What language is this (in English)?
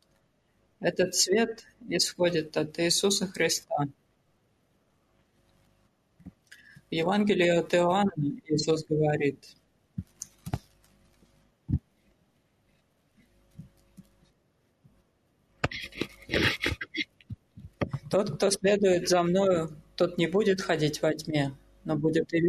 Russian